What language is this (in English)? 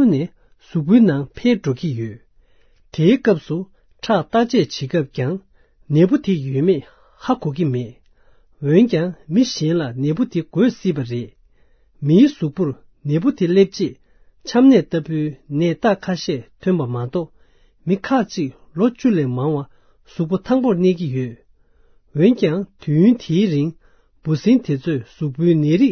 Tibetan